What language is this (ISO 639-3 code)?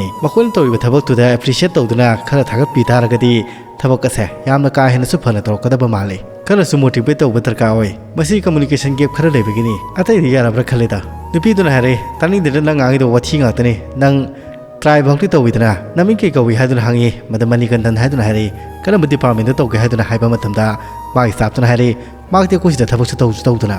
mni